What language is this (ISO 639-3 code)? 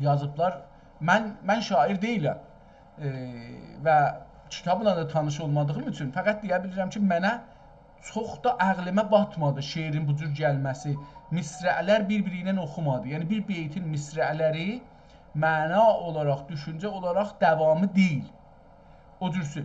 azb